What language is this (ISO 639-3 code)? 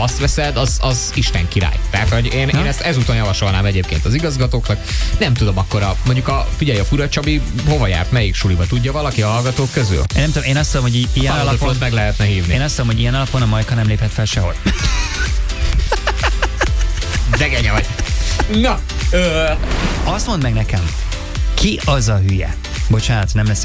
hun